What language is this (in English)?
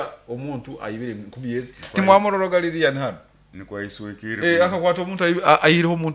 Nyoro